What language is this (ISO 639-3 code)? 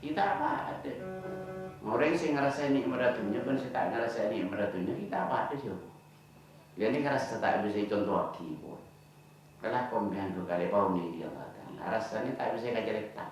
mad